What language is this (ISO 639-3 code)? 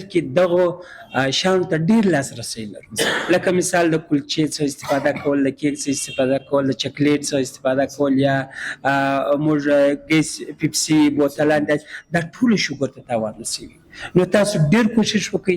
fas